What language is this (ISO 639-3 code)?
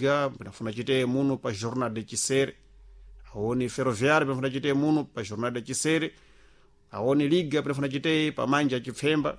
seh